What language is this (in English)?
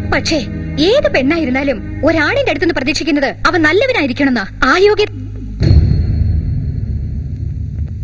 Malayalam